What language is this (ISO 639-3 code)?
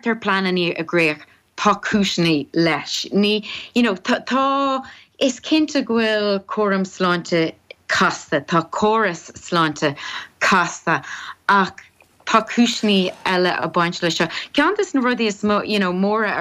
gle